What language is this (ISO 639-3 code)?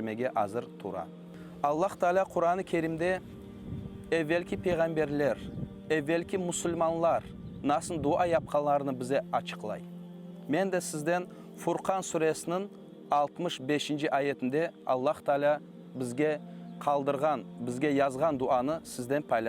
crh